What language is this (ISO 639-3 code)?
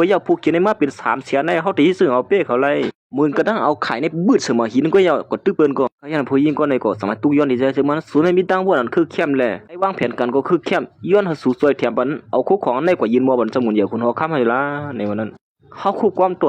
shn